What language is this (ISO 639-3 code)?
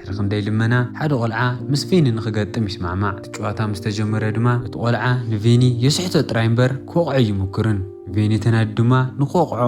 tir